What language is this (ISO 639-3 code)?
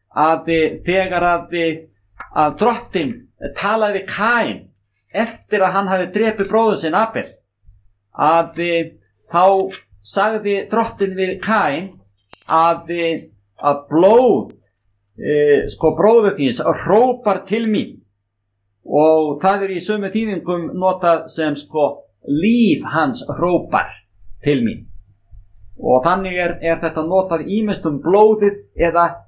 isl